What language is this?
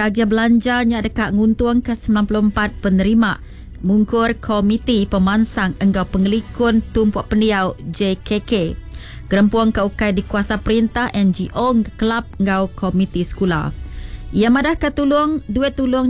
Iban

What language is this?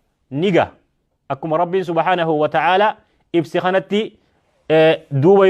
Oromo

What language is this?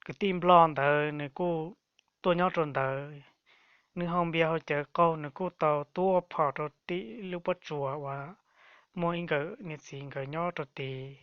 Hmong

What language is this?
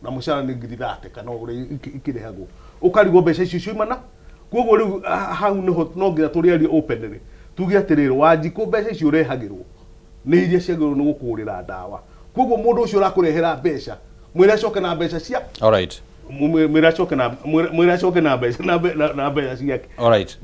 Kikuyu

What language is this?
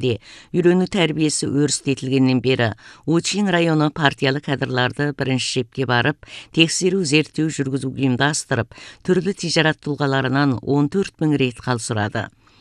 Kazakh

